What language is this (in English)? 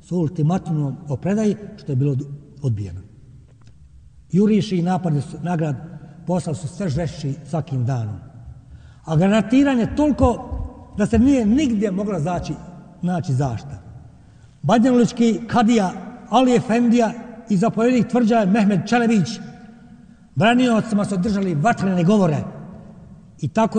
Bosnian